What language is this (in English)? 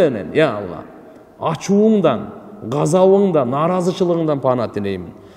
Kyrgyz